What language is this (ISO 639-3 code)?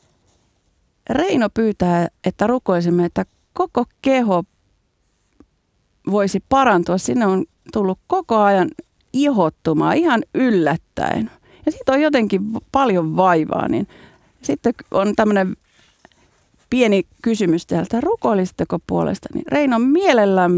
fin